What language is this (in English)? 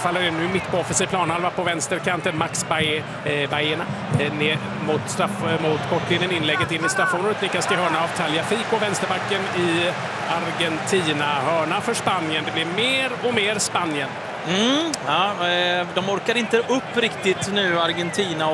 Swedish